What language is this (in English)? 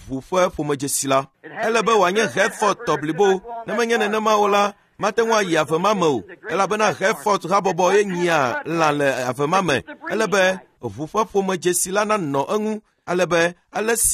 Ewe